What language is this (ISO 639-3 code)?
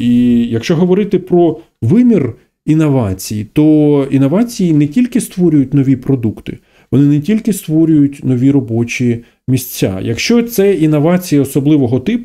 ukr